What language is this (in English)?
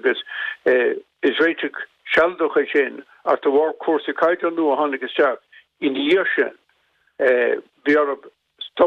Irish